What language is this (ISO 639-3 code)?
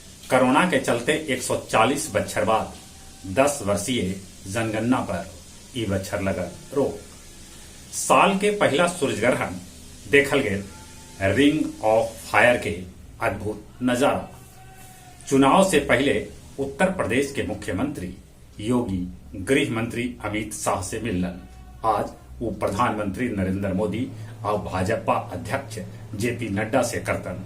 mag